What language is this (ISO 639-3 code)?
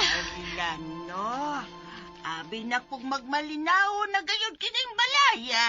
ceb